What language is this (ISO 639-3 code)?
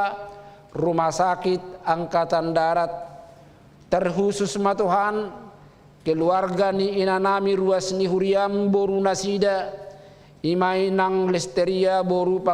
bbc